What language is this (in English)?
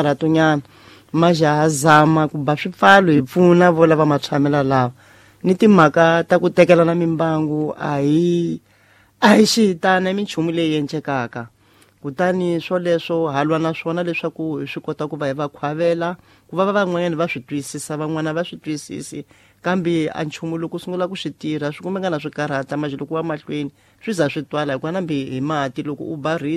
Tsonga